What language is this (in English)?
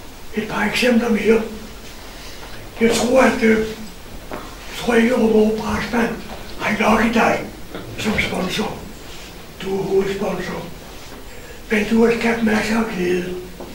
Danish